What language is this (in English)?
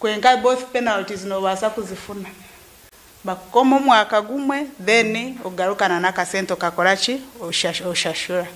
Nyankole